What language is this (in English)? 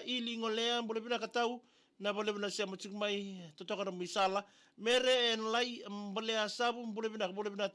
Fijian